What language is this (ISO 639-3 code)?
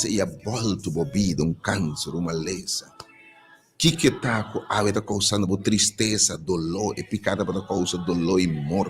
pap